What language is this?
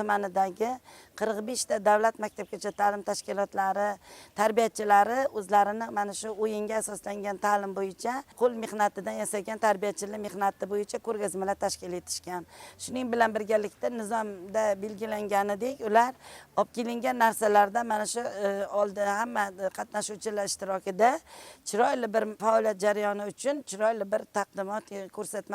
Uzbek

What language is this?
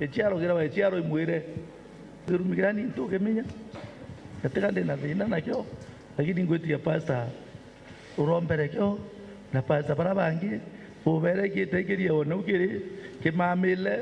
Meru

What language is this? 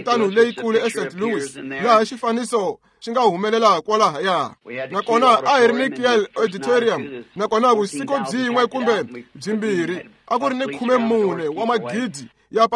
Tsonga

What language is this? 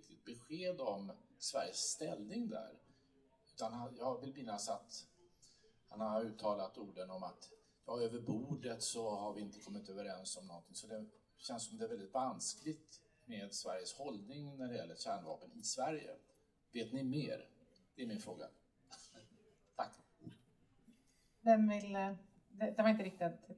Swedish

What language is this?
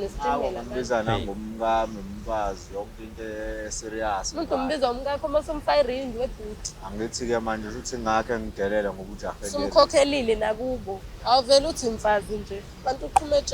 Zulu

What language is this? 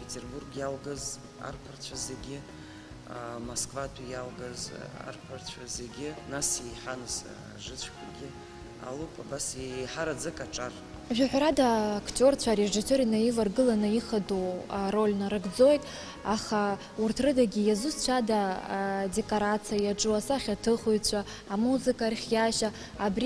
Abkhazian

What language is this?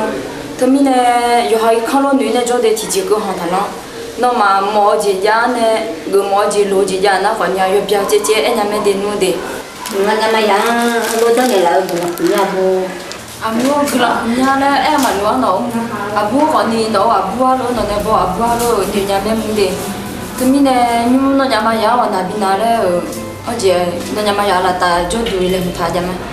Akha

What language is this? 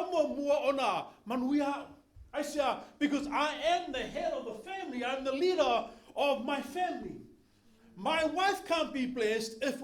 Samoan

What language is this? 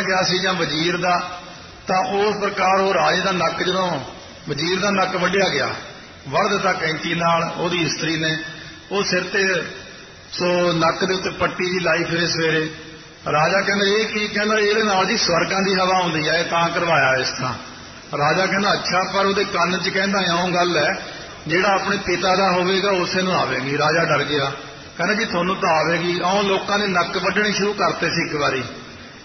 Punjabi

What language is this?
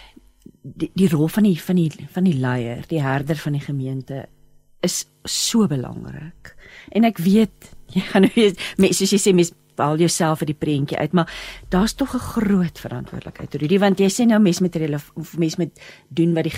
Afrikaans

